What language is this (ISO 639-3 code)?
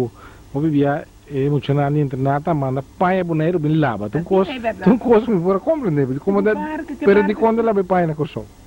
pap